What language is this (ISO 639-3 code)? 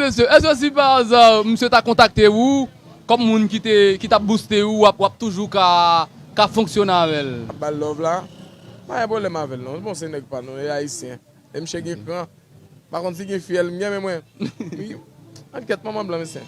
hat